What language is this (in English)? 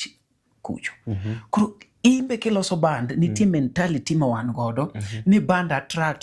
Luo (Kenya and Tanzania)